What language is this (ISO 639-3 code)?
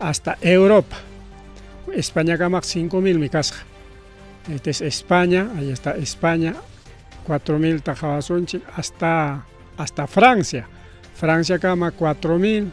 quy